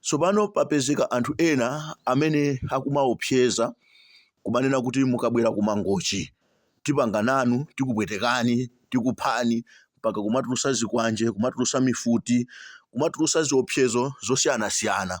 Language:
Nyanja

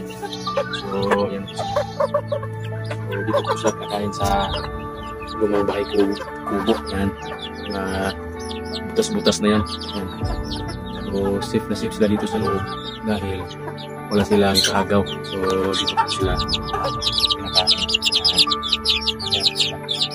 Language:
Filipino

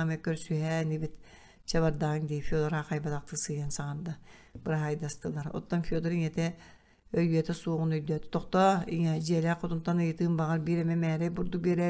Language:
Yakut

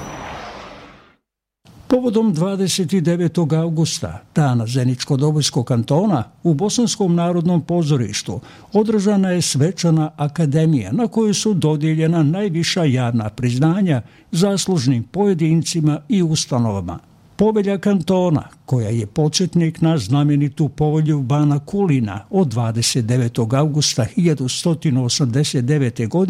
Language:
Bosnian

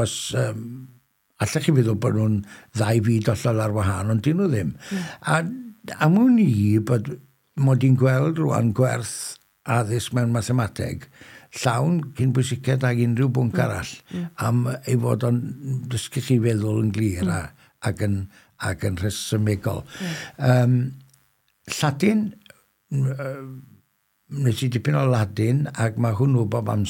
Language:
Welsh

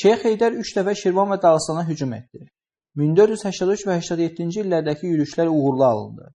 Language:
Azerbaijani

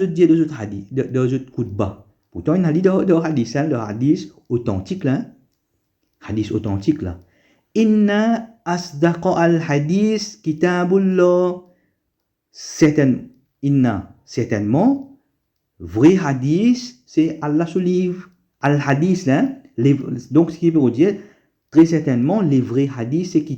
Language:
Morisyen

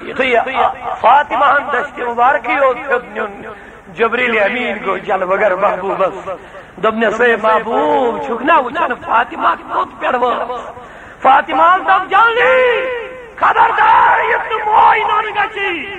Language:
Kashmiri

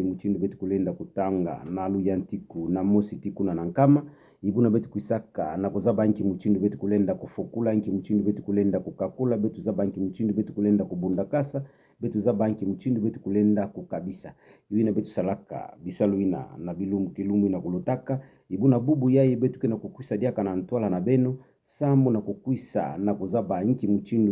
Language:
Kituba (Democratic Republic of Congo)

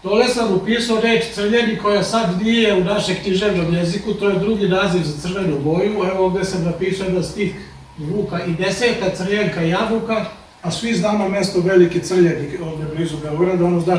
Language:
Serbian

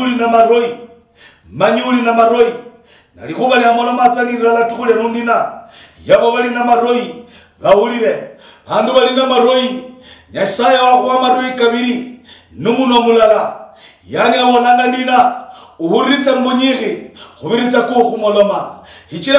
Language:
Luyia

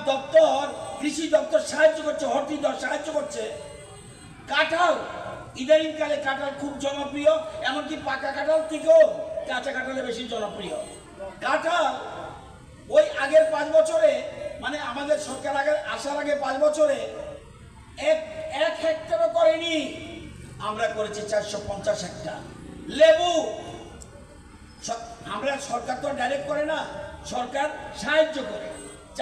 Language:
Bangla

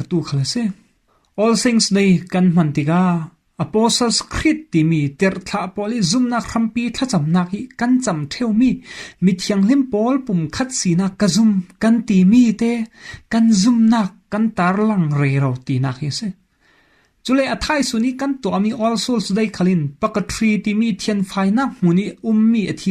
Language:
Falam Chin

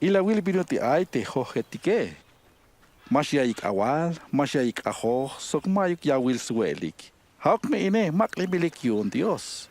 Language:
Tzeltal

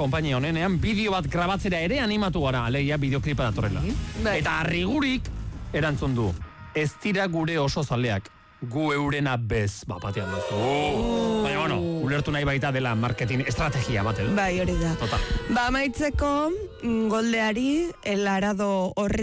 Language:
Basque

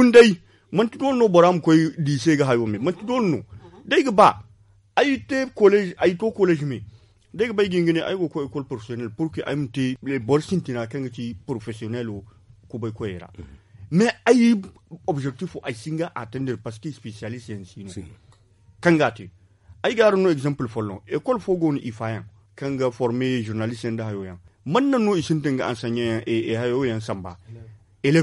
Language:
Zarma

